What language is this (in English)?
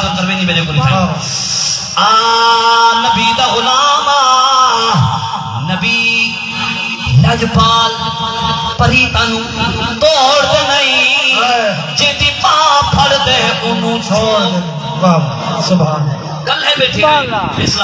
Saraiki